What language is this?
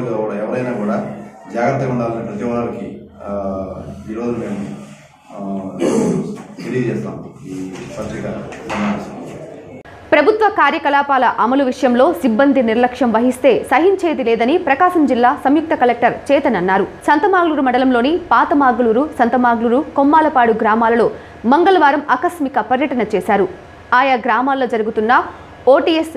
Telugu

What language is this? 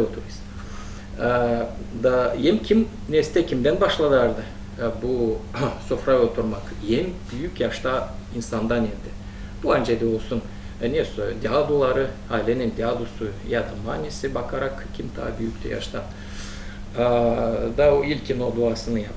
Gagauz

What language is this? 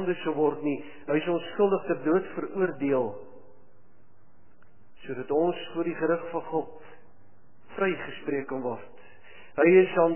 Afrikaans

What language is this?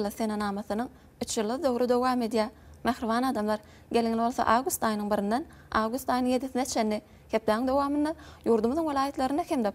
Turkmen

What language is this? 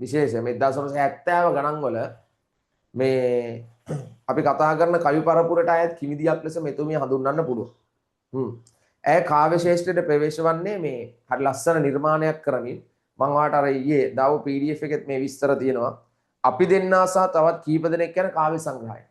Sinhala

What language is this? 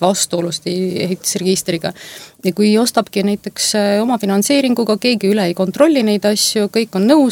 Estonian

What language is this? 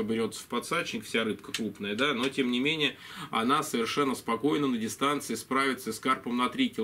Russian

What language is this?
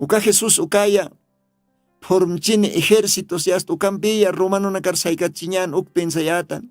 Aymara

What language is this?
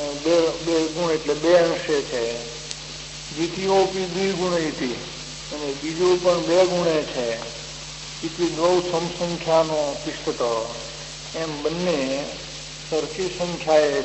Gujarati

